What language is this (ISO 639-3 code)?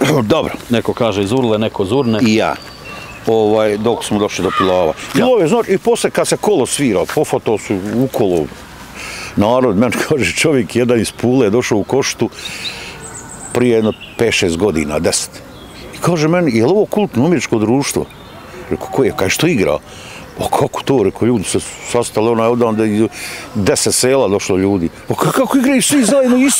bos